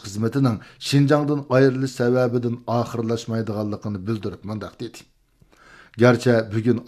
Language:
Uyghur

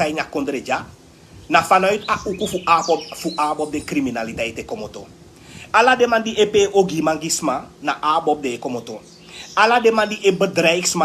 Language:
Sranan Tongo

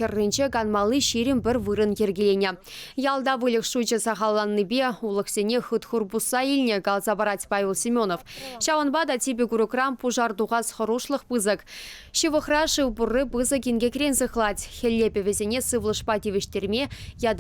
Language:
Chuvash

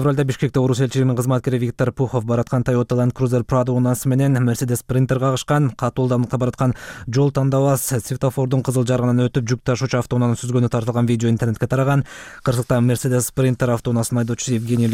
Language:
Kyrgyz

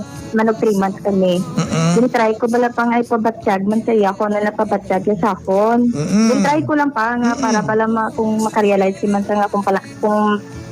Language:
Hiligaynon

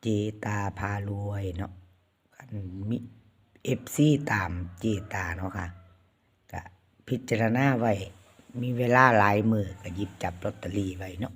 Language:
Northeastern Thai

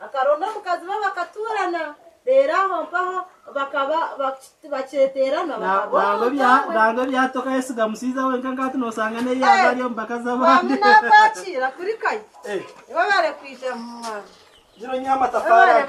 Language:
Nyankole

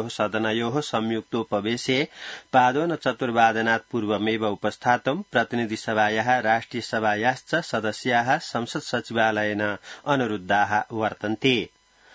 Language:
Sanskrit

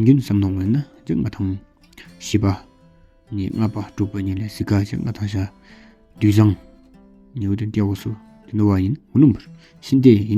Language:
Tawang Monpa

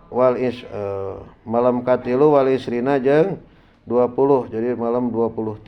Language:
Sundanese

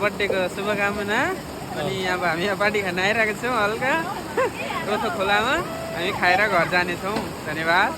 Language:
Nepali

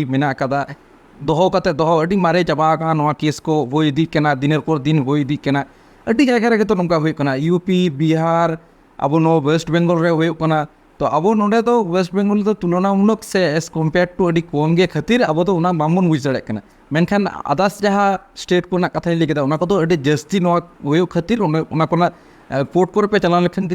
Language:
Santali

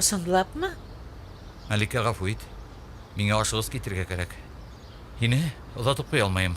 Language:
Bashkir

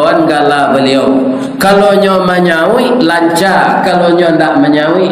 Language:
Minangkabau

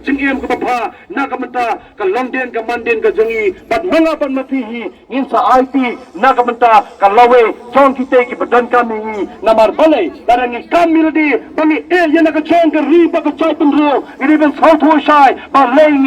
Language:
Khasi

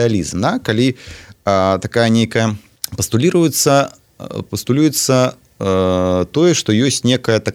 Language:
Belarusian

